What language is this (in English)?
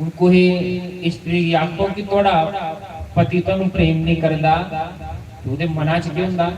Dogri